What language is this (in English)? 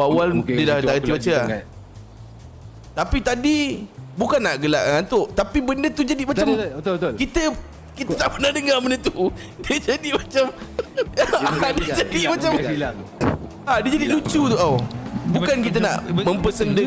Malay